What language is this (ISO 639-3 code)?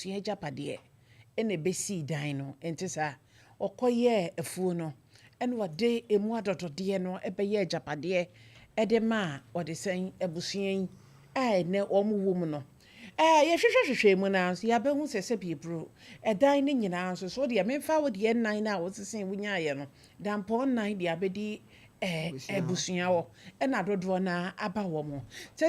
aka